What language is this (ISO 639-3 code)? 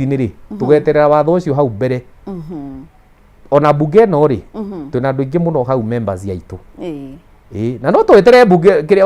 kik